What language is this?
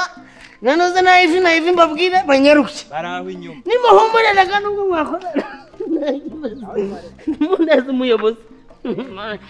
Kinyarwanda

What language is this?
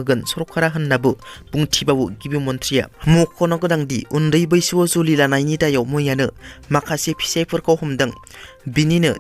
Bodo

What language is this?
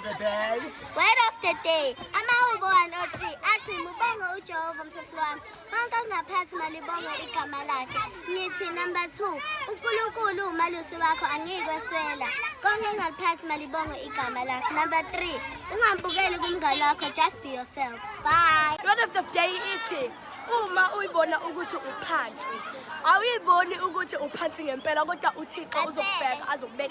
Zulu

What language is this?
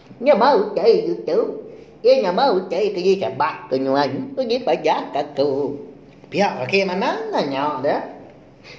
Iban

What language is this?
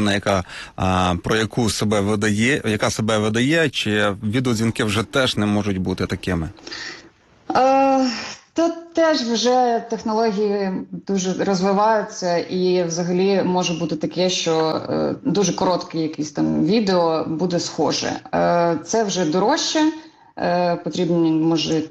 Ukrainian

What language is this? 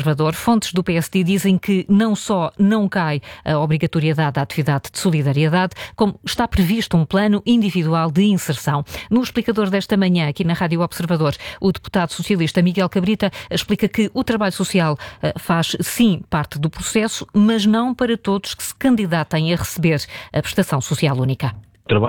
Portuguese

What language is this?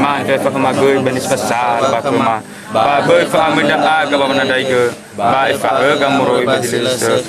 Nias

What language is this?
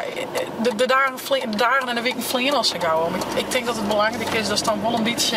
Western Frisian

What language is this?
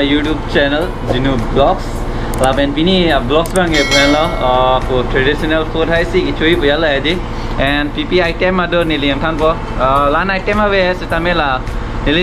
Karbi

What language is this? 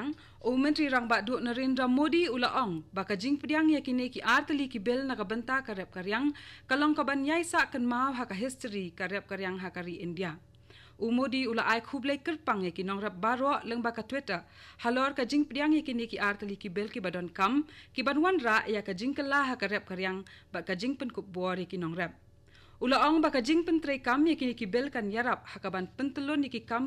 Khasi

